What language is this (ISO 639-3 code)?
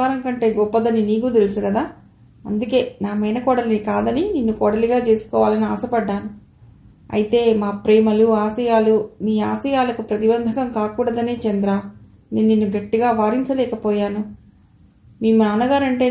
tel